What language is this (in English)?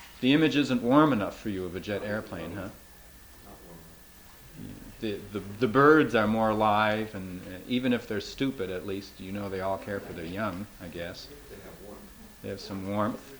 English